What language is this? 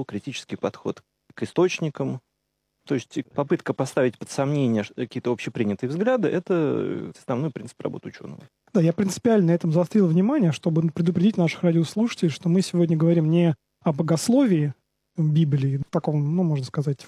Russian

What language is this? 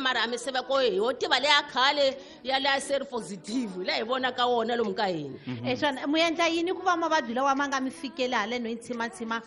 Tsonga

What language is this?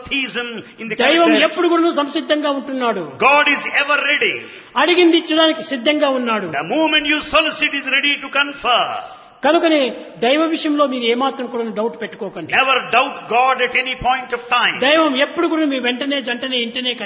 Telugu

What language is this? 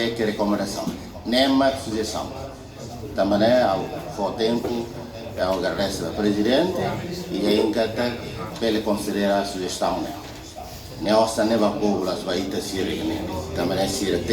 Tetum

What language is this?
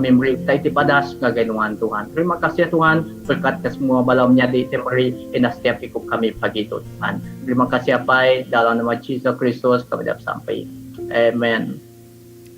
Iban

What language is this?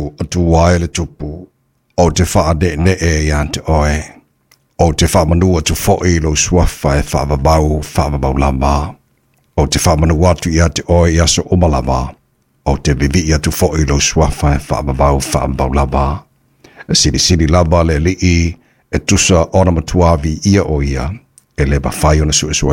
Samoan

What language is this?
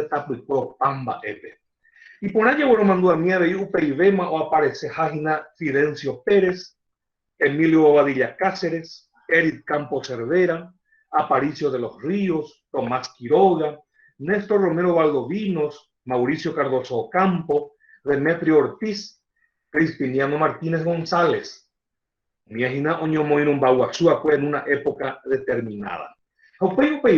Guarani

